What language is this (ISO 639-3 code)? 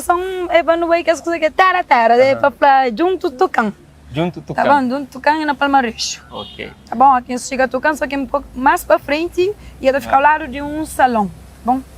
kea